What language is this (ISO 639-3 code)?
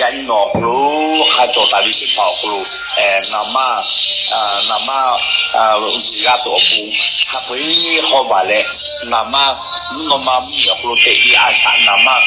lhu